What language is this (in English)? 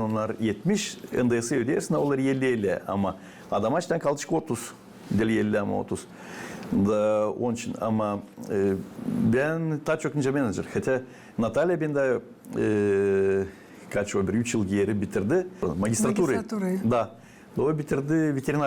Gagauz